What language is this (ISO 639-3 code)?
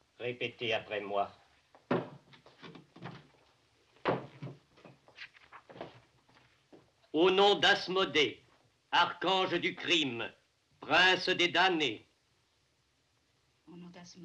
fra